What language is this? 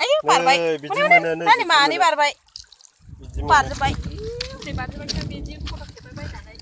Bodo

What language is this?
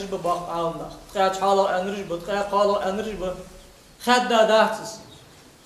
Ingush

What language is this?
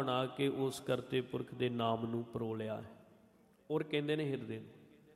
Punjabi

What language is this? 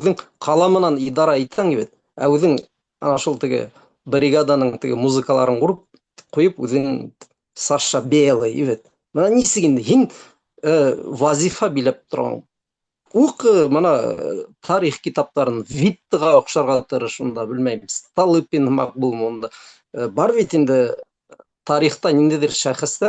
Bashkir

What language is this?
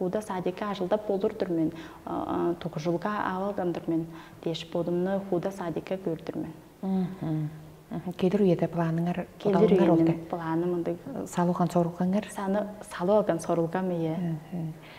Tuvinian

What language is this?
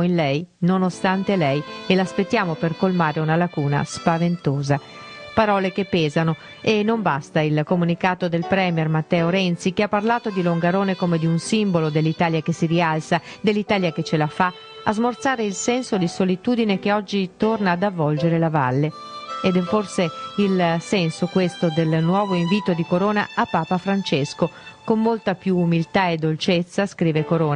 Italian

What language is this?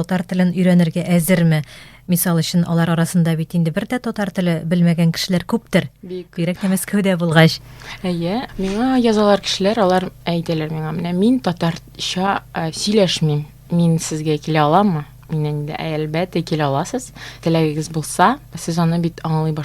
Tatar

